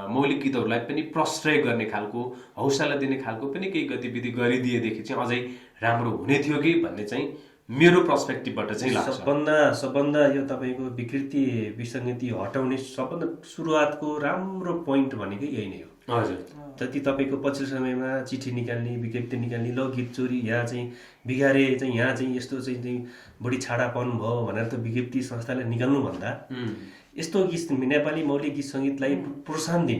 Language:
Nepali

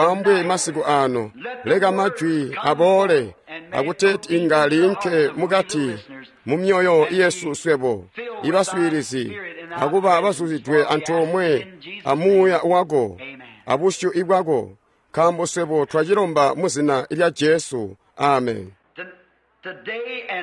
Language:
Tonga (Zambia)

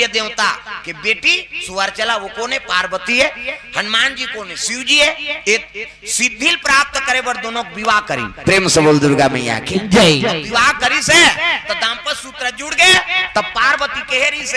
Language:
Chhattisgarhi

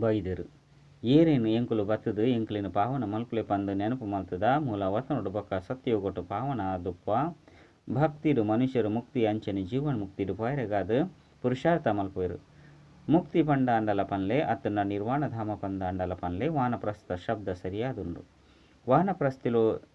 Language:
Tulu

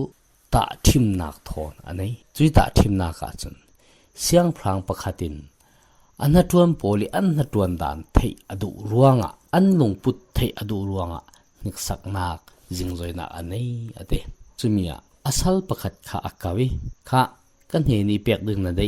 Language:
Falam Chin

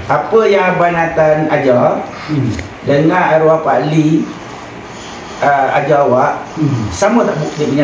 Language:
Malay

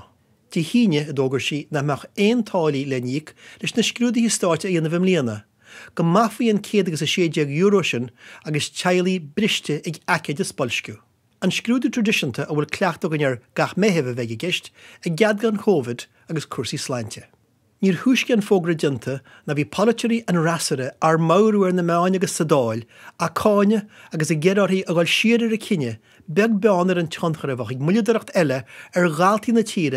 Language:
Irish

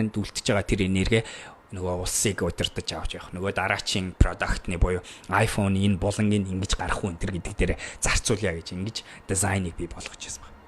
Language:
Mongolian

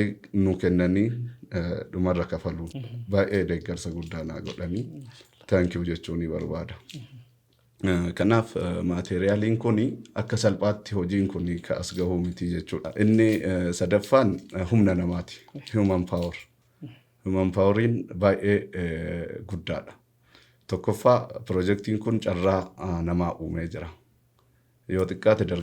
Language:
Oromo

